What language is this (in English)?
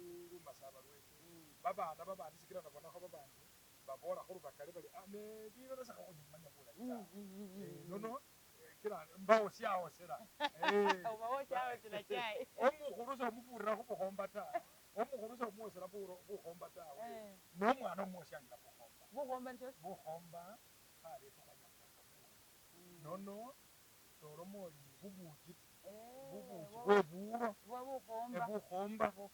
Masaaba